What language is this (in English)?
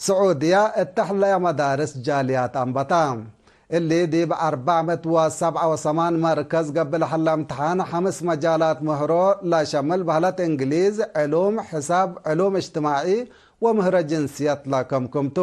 Tigre